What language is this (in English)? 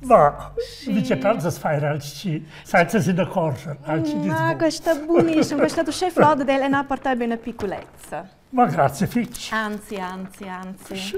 Romansh